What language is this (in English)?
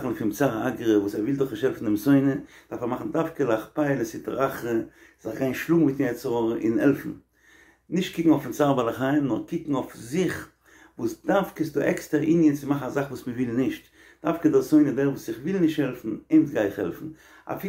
Yiddish